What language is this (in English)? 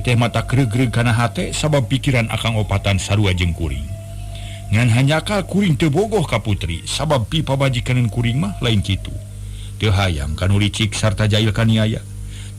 Sundanese